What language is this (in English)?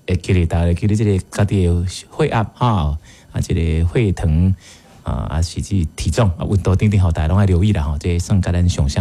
Min Nan Chinese